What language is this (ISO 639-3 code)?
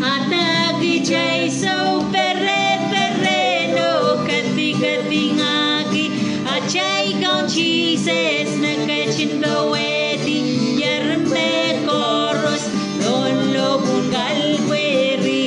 pon